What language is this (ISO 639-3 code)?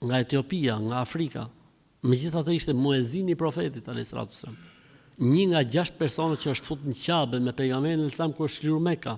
sqi